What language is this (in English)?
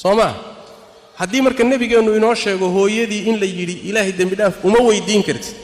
Somali